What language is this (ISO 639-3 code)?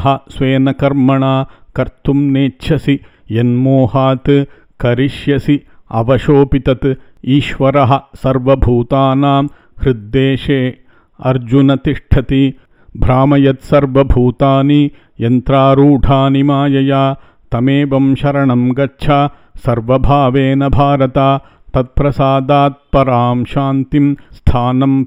san